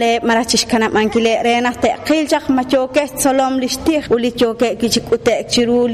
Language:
Kekchí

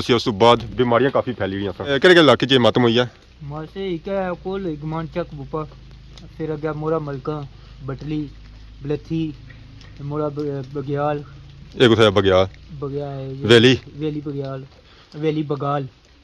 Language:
Pahari-Potwari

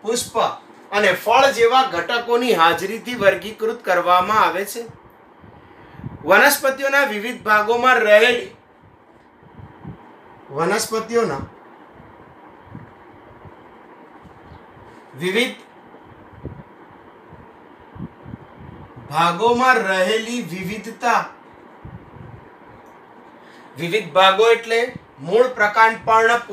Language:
Gujarati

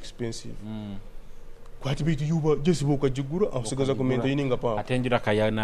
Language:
Nyoro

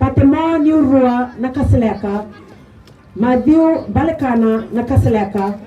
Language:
Fijian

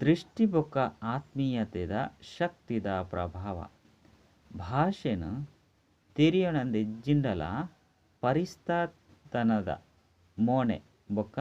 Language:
Tulu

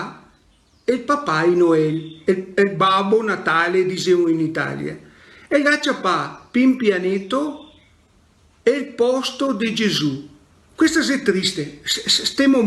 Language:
Venetian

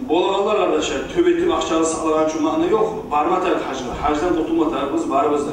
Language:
Kumyk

